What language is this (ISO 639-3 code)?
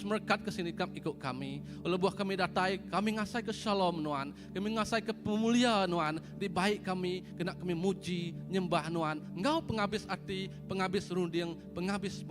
iba